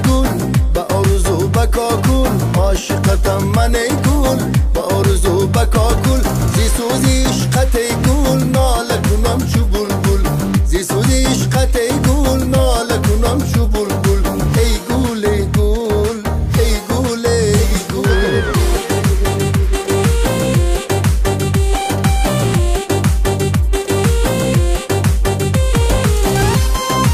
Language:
Persian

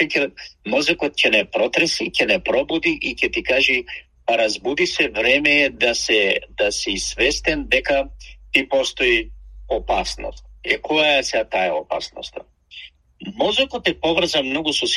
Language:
Macedonian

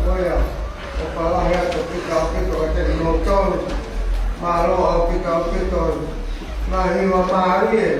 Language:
Tongan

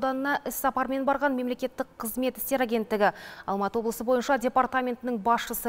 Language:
Kazakh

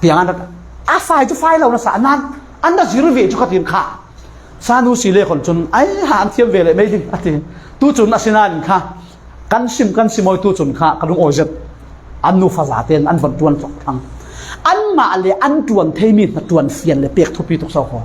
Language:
Falam Chin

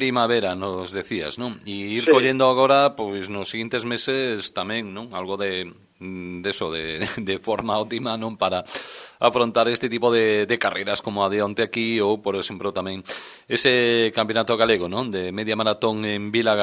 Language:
Galician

